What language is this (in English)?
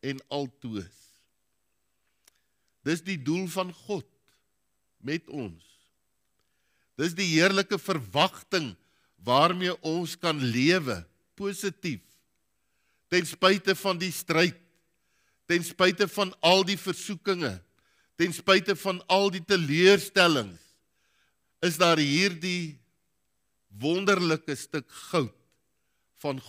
Afrikaans